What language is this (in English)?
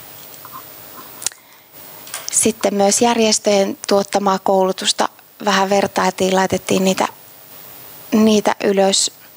Finnish